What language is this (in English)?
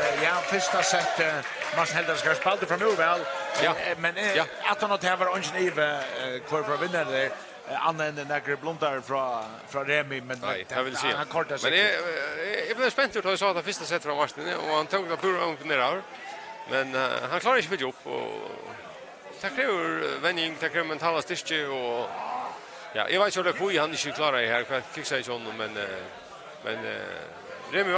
Faroese